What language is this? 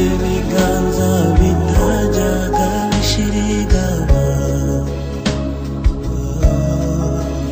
Kinyarwanda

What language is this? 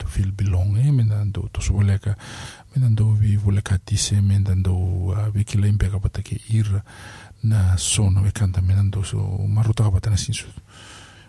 Fijian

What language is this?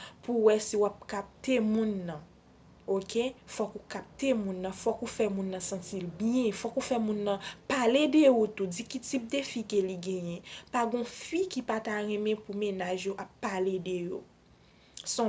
Haitian Creole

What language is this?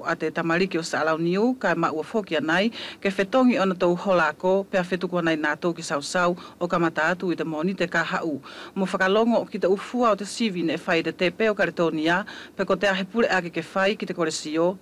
Wallisian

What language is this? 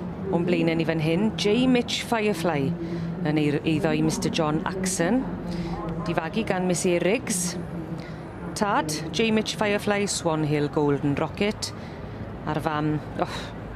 Welsh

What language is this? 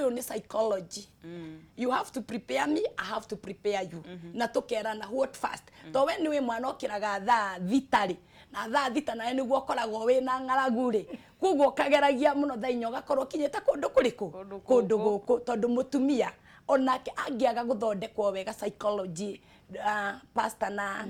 Kikuyu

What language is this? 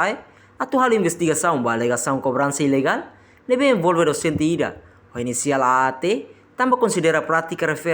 Tetum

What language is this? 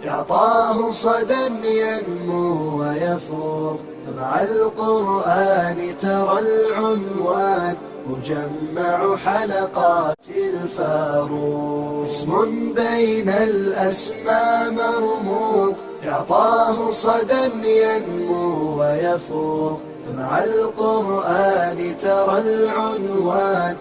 Fula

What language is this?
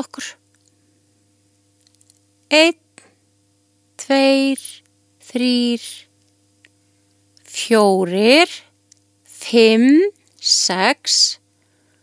Icelandic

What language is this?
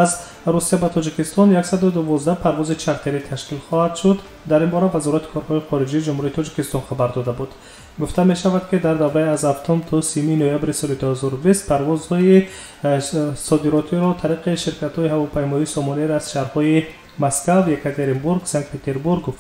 Tajik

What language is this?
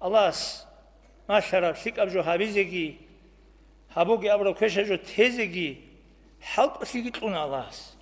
Avaric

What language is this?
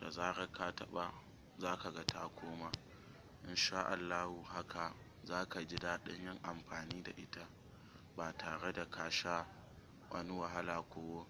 Hausa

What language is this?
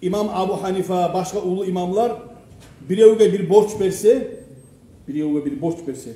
Kumyk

